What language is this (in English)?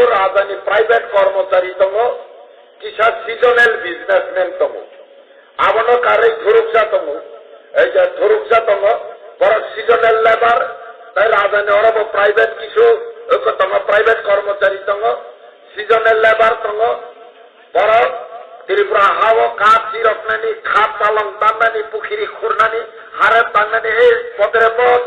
Kok Borok